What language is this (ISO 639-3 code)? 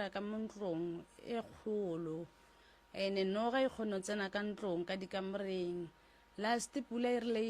nso